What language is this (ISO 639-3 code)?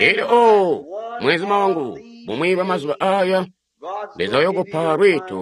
toi